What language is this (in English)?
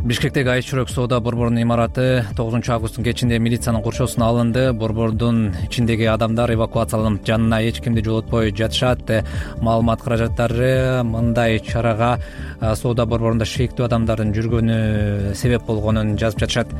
Kyrgyz